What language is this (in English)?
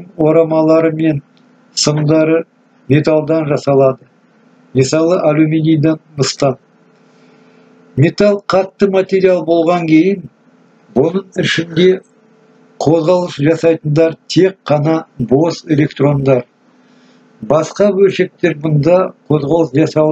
Kazakh